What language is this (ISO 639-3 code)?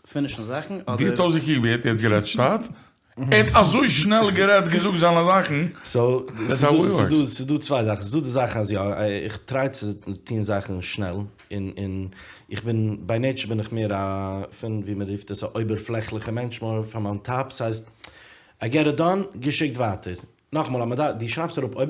yid